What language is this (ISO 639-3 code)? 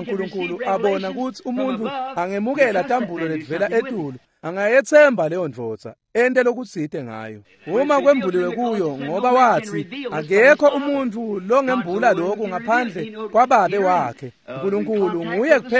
ssw